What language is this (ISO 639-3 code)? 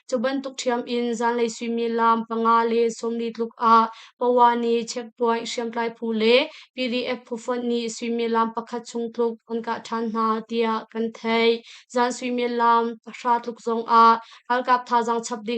cnh